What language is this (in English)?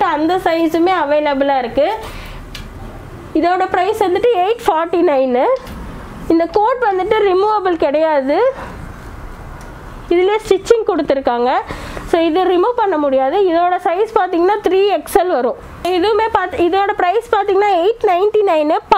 Tamil